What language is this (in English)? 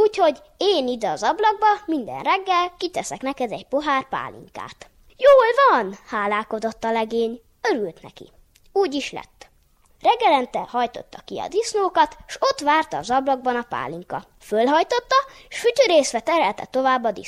Hungarian